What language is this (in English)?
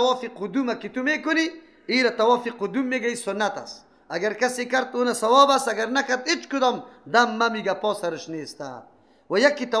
Persian